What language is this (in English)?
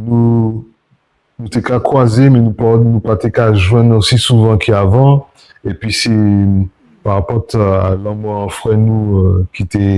Guadeloupean Creole French